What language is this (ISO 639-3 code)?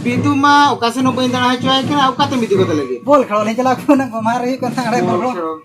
sat